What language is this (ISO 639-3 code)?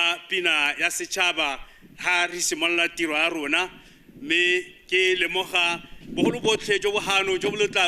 tsn